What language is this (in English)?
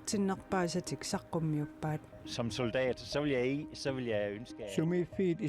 Kalaallisut